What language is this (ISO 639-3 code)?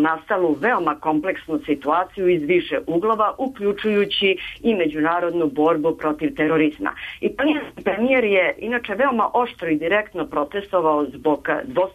srp